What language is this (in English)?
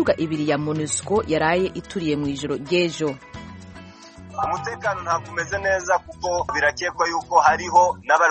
Kinyarwanda